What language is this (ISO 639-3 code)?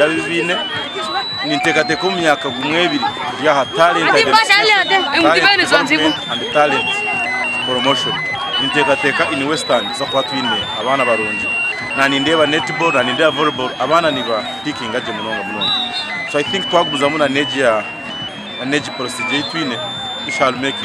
nyn